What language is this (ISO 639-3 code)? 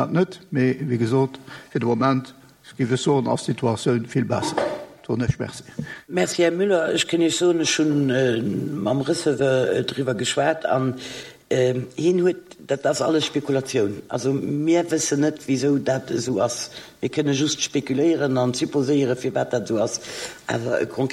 ltz